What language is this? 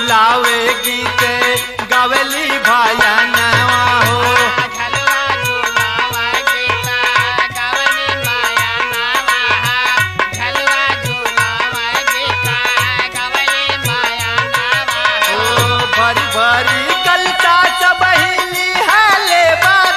Bhojpuri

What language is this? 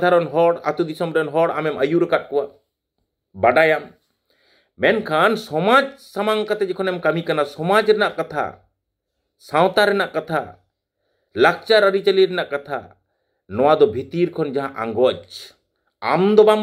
Santali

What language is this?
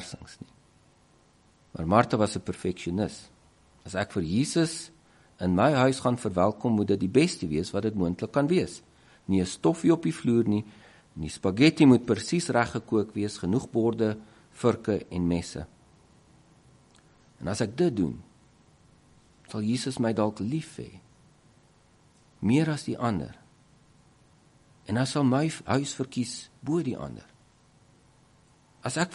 Afrikaans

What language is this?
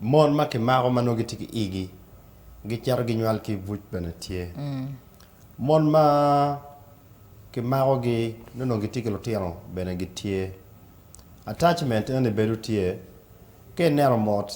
Acoli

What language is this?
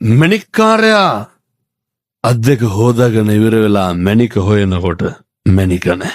Sinhala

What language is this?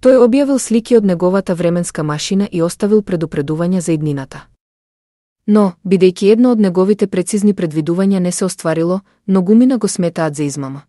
Macedonian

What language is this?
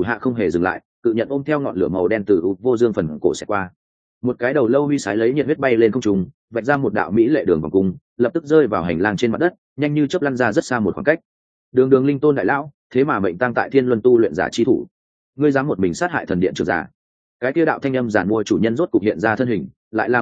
Vietnamese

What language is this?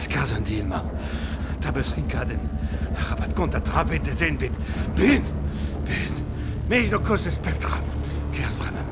Breton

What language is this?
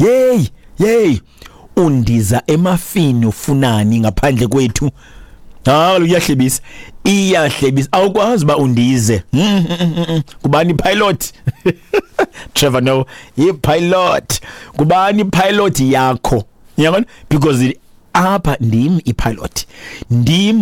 Xhosa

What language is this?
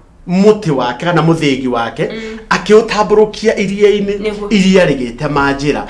Kikuyu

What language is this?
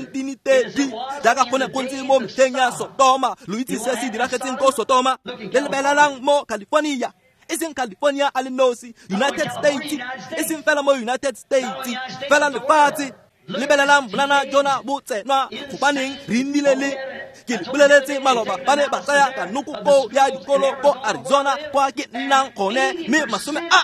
Tswana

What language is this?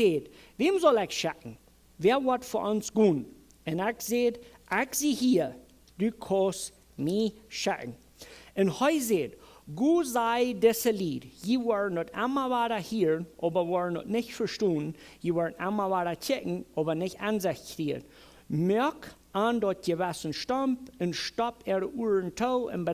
Plautdietsch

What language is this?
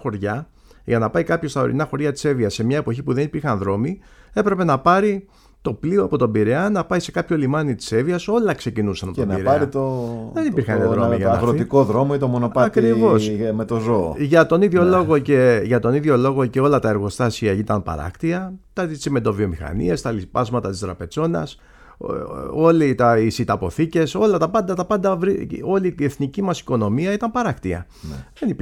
Greek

